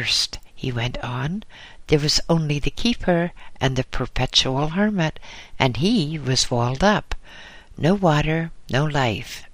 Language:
English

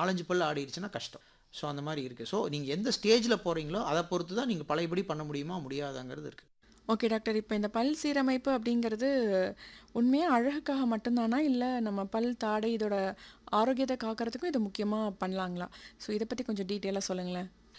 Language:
Tamil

